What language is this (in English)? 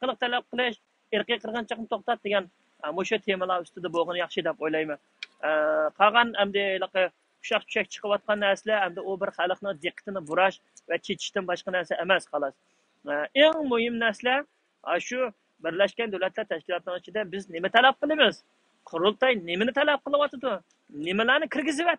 Uyghur